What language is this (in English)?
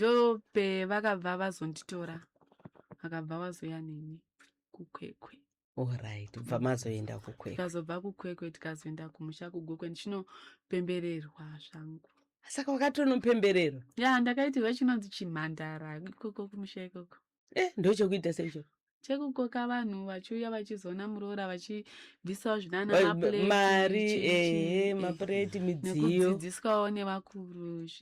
Shona